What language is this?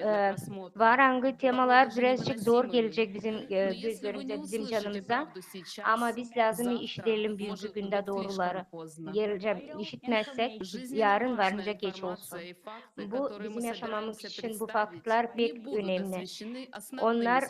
Gagauz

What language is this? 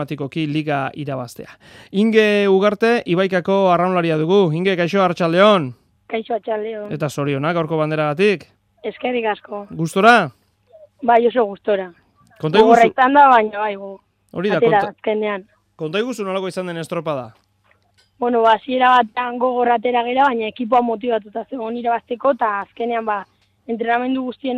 Basque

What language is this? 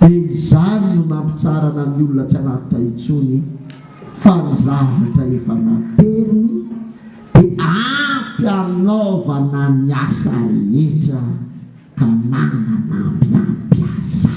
Malagasy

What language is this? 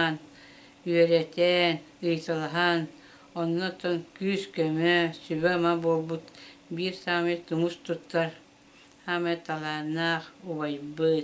Yakut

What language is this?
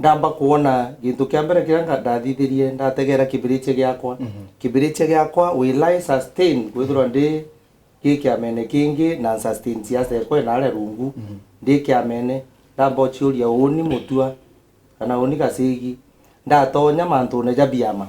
Meru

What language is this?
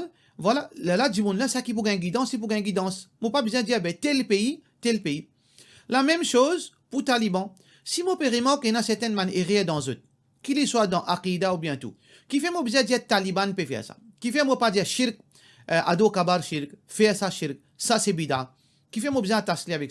Morisyen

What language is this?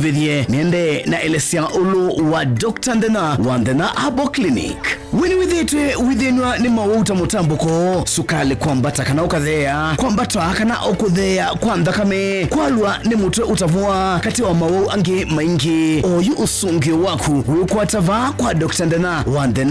Kamba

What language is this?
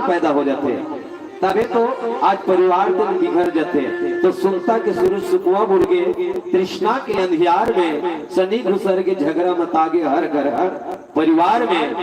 Chhattisgarhi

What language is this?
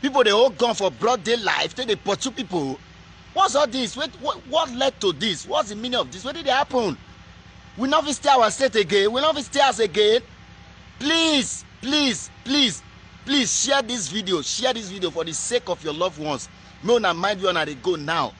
Nigerian Pidgin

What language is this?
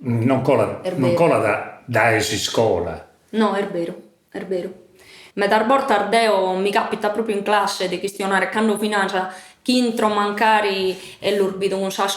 Sardinian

